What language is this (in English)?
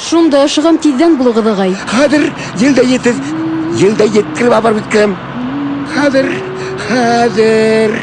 Bashkir